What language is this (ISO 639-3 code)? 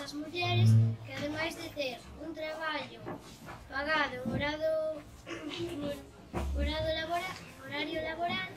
glg